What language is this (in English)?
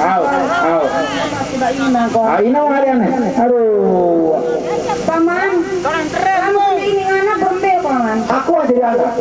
Sasak